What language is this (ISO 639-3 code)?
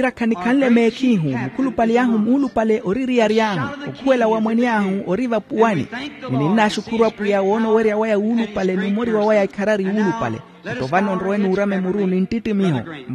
vmw